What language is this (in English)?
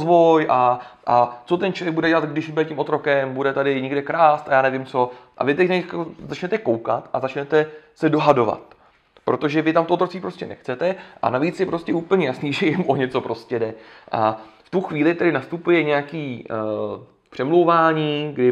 Czech